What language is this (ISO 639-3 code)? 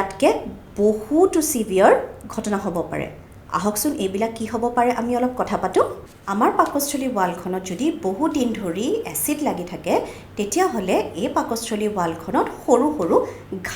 asm